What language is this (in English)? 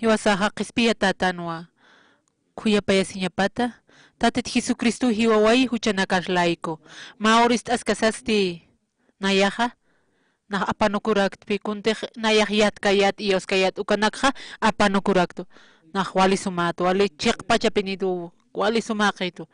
Aymara